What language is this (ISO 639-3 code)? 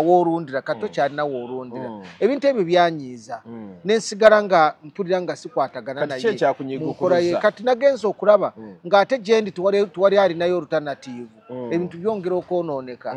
lug